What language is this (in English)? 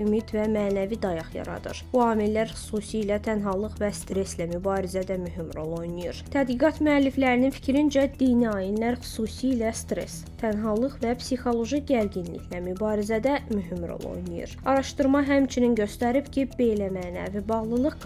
Azerbaijani